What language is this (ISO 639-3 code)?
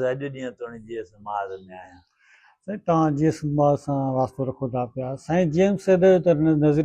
snd